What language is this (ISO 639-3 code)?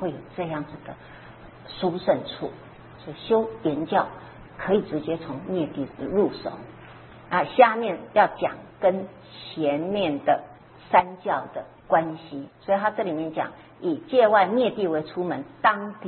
zho